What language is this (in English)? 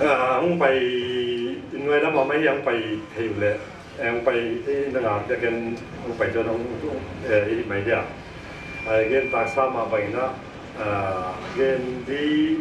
Paite Chin